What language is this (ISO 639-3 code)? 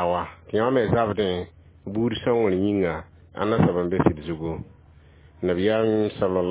mos